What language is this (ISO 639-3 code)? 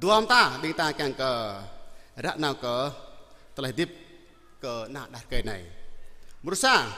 jra